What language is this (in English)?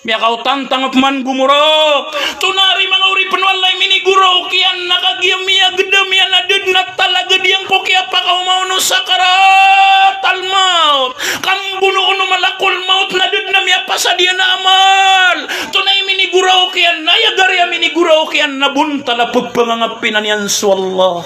Maranao